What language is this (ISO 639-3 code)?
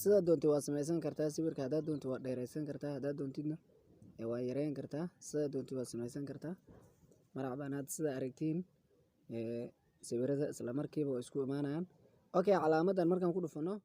som